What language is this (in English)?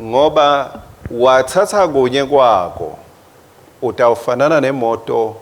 Swati